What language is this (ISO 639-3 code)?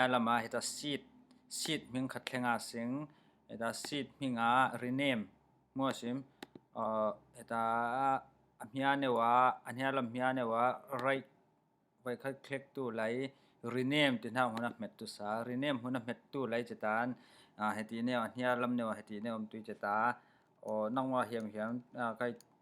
cfm